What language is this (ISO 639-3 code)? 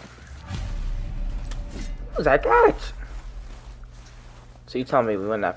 eng